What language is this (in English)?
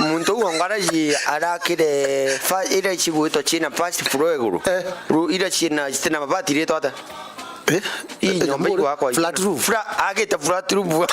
Meru